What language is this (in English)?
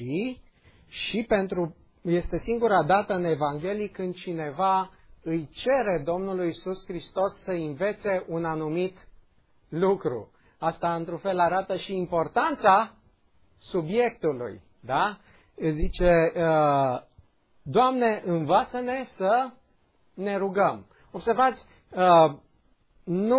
Romanian